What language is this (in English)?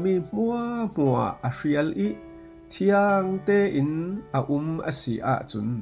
Falam Chin